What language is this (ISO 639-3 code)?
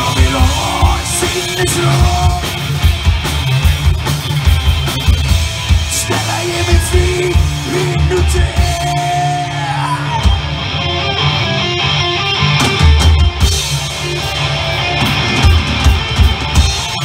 swe